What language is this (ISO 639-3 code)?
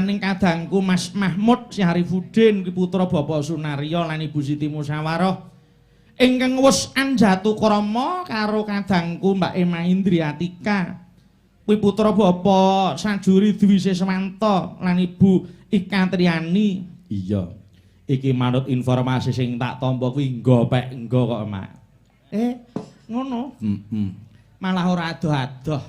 jav